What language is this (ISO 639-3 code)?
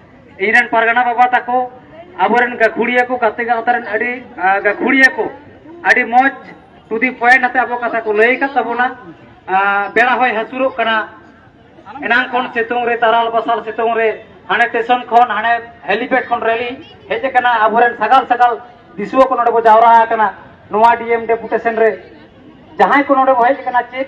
sat